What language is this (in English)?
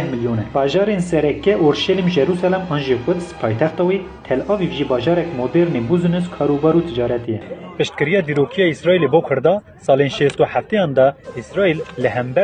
Kurdish